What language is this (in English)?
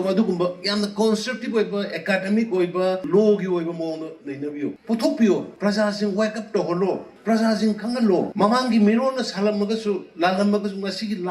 Manipuri